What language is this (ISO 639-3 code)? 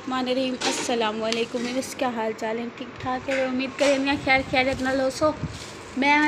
skr